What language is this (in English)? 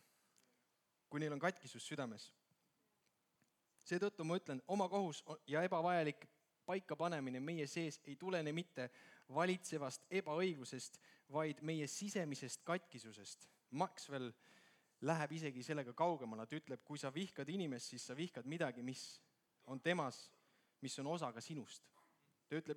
Estonian